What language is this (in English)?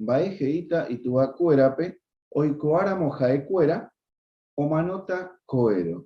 Guarani